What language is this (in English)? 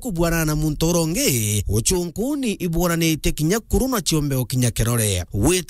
Meru